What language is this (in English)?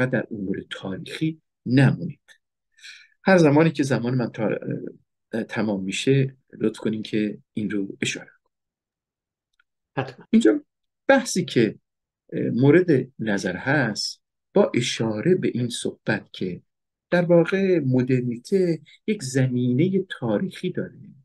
Persian